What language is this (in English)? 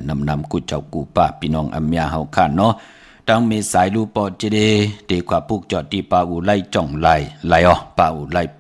Shan